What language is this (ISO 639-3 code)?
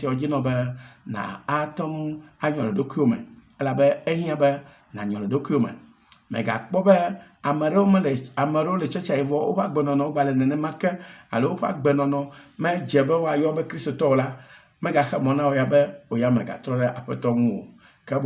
ewe